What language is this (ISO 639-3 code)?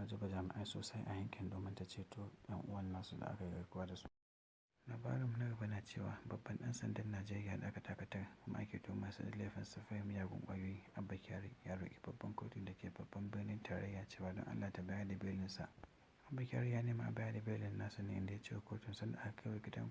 hau